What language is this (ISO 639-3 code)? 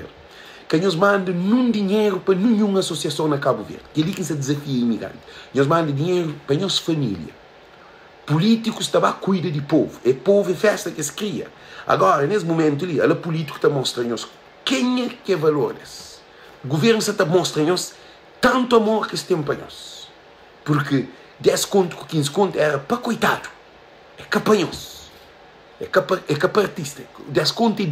kea